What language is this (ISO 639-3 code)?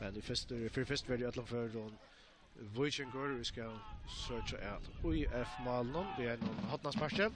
fao